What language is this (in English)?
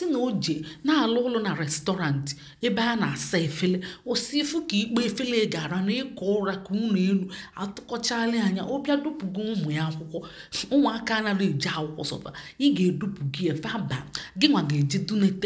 Igbo